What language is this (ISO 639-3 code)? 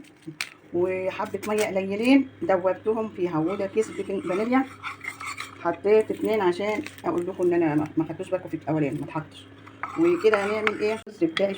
arz